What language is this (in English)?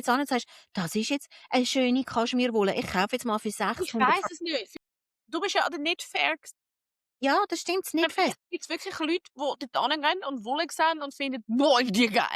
Swiss German